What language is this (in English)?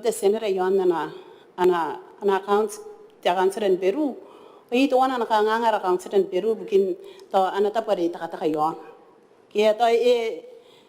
Gilbertese